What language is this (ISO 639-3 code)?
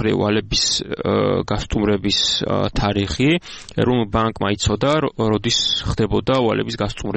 kat